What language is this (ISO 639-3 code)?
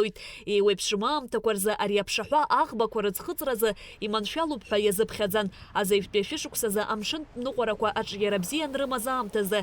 abk